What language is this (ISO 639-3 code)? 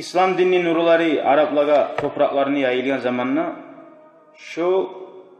kum